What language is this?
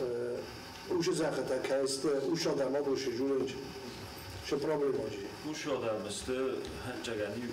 Ossetic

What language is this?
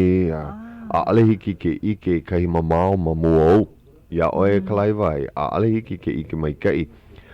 Hawaiian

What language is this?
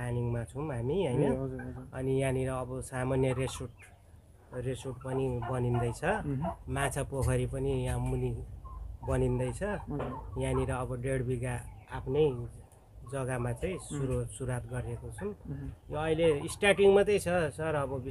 Nepali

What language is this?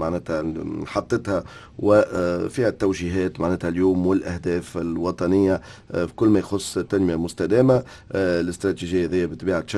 Tunisian Arabic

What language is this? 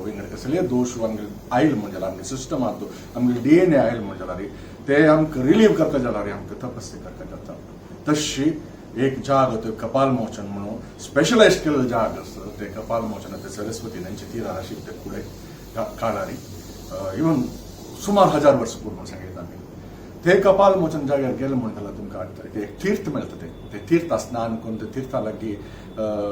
Konkani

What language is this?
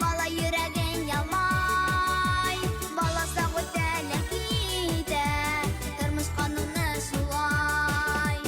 Bashkir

